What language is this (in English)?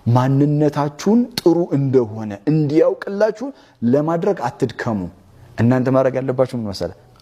Amharic